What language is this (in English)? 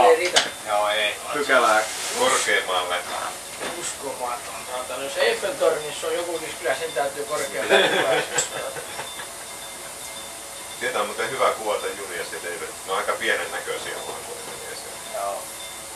Finnish